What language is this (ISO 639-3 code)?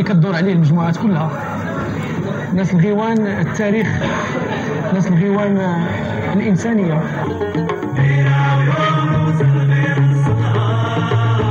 ary